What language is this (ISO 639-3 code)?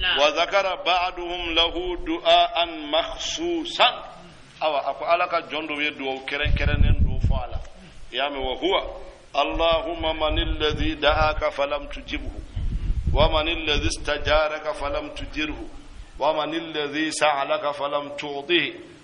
bam